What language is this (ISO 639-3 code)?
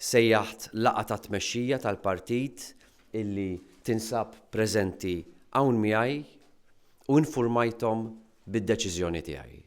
mlt